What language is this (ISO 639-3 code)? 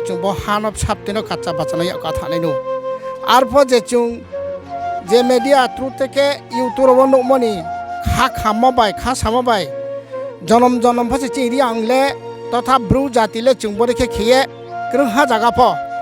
ria